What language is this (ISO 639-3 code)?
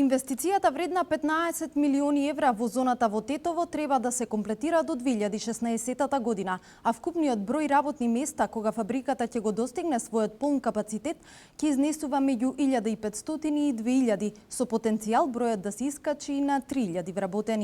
mkd